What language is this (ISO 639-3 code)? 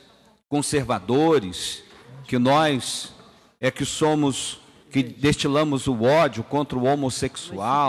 por